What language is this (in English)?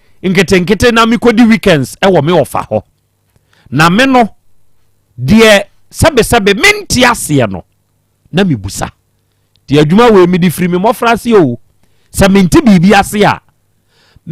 Akan